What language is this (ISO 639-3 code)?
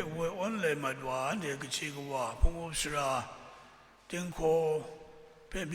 kac